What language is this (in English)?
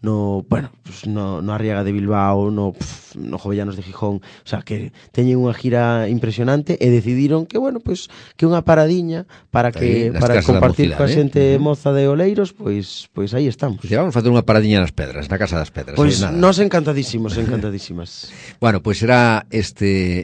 Galician